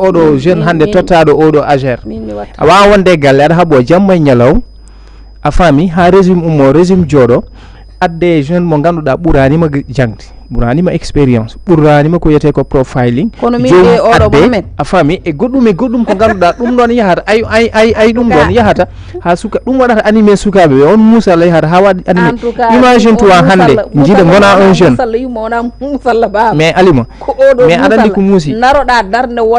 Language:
Fula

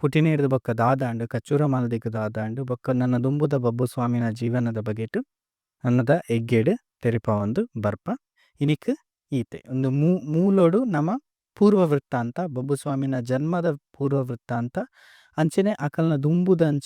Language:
Tulu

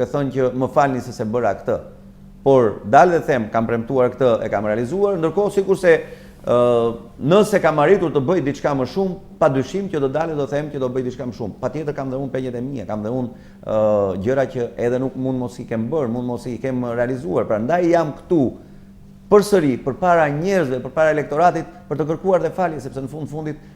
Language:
Albanian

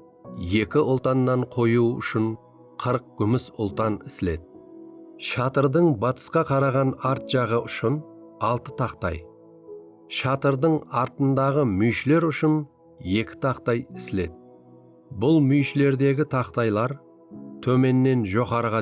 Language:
Kara-Kalpak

